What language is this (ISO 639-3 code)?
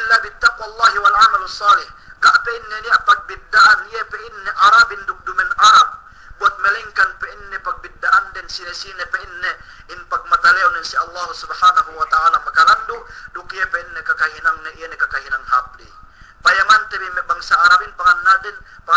yka